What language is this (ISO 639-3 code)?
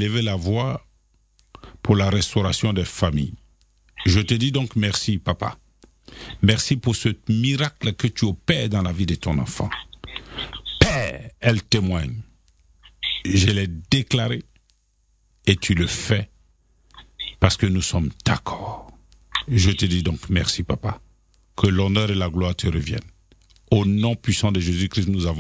fra